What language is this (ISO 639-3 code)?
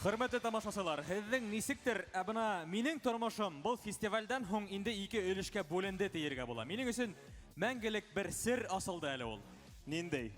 bak